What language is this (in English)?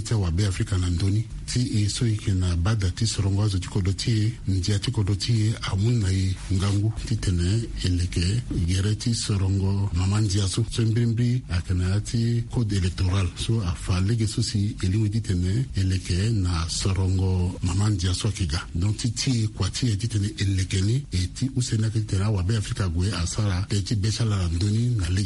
Sango